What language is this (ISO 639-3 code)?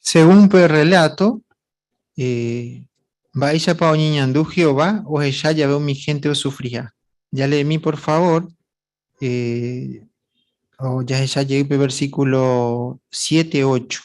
grn